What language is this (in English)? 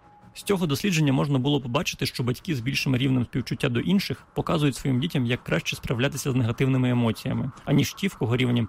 Ukrainian